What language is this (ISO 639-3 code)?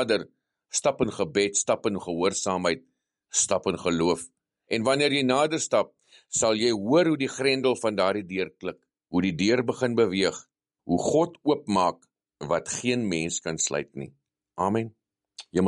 afr